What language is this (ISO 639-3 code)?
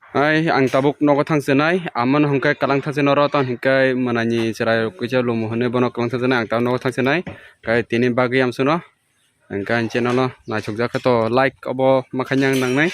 trp